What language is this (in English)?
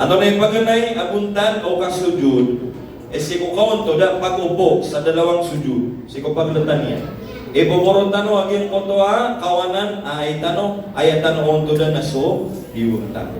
Maranao